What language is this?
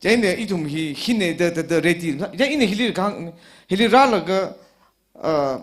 Tangkhul Naga (India)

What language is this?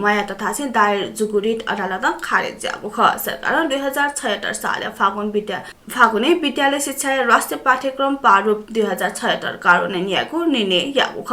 Newari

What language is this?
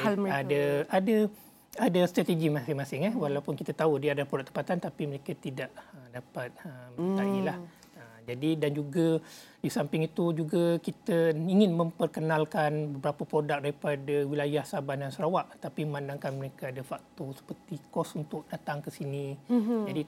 Malay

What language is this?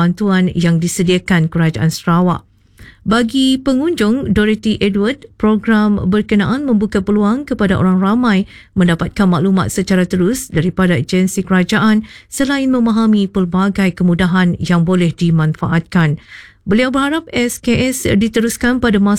Malay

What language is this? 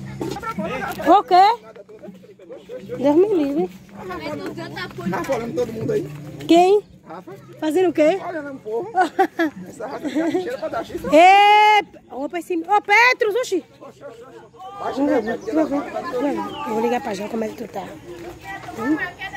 Portuguese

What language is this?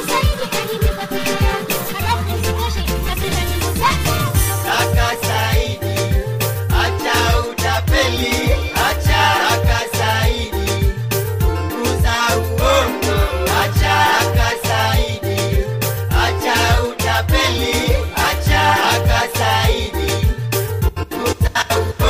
Swahili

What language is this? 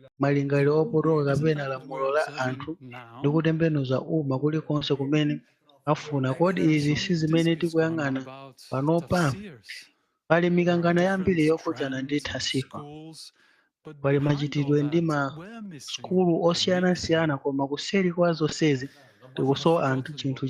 Nyanja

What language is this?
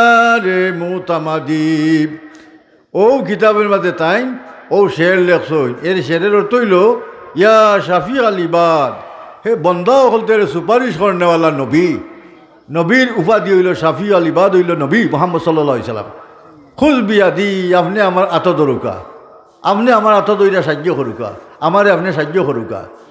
Sylheti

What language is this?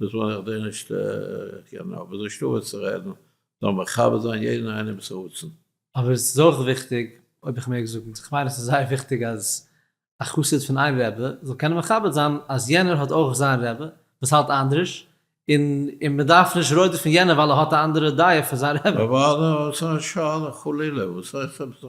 Yiddish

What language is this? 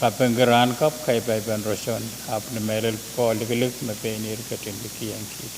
Pohnpeian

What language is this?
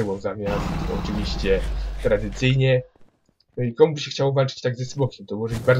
Polish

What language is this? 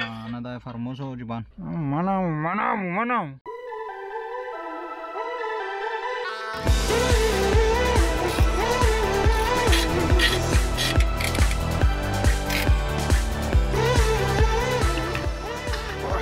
Greek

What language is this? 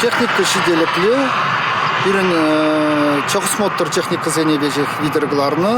Chuvash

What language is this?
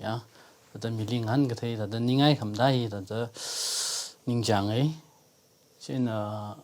Tangkhul Naga (India)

